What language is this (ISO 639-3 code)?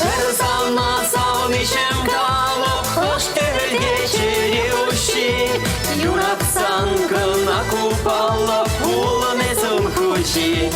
chv